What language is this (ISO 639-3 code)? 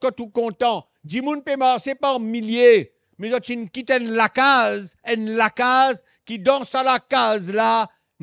mfe